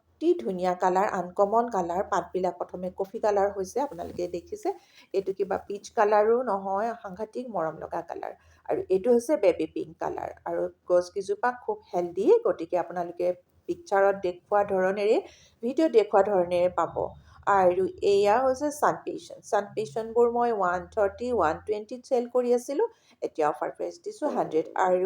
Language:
Assamese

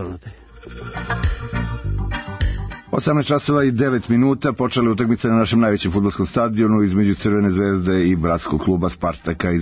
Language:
Serbian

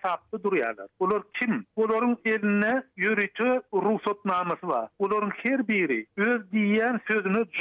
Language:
Turkmen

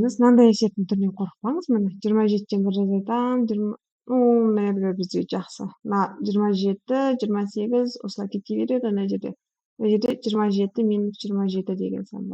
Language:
Kazakh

